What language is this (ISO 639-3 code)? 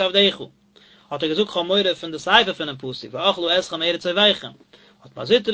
yid